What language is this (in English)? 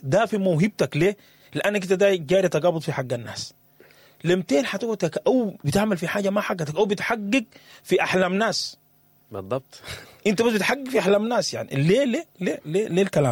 Sudanese Arabic